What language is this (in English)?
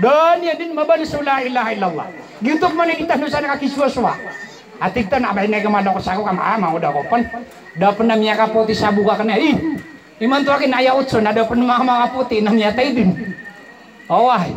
Maranao